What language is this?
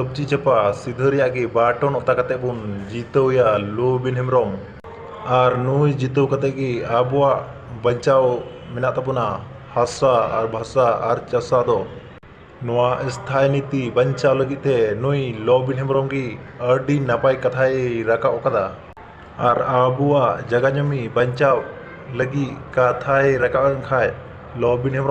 Santali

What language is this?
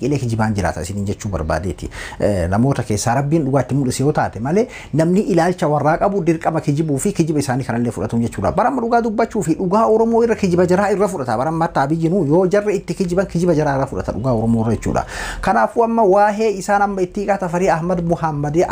Oromo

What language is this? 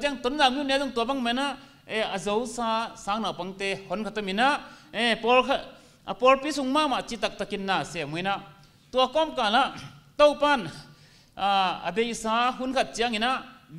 Tedim Chin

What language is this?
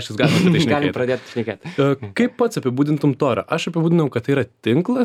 Lithuanian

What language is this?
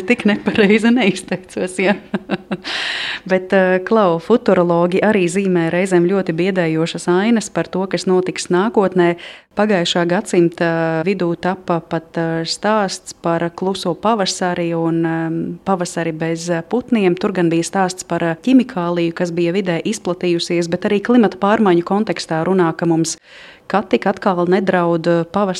Latvian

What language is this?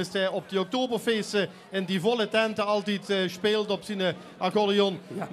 Limburgish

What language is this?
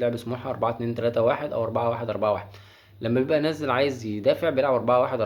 Egyptian Arabic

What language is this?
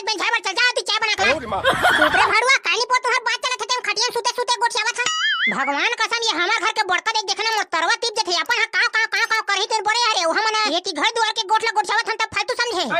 Chhattisgarhi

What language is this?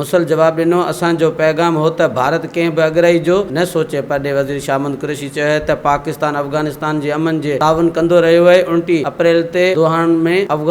Sindhi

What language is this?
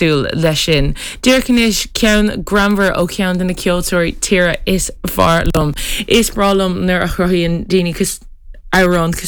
Irish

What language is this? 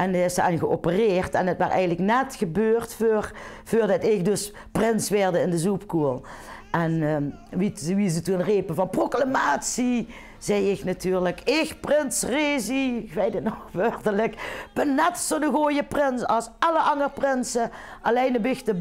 Limburgish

